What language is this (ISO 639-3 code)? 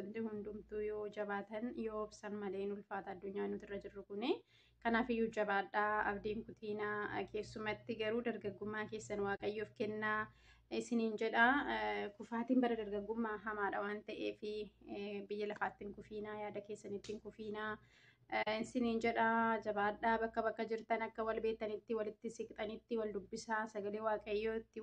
orm